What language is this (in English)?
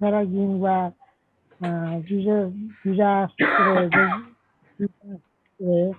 Limbu